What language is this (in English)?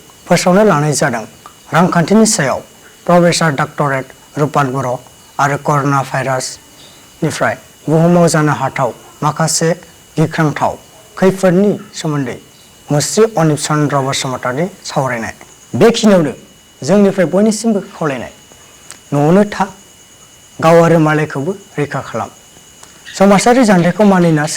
Bodo